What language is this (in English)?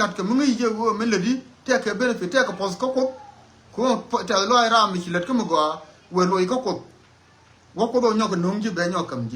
Nuer